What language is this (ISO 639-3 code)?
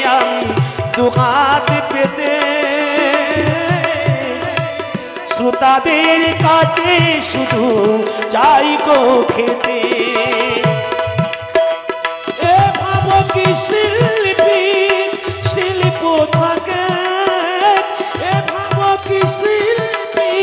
ben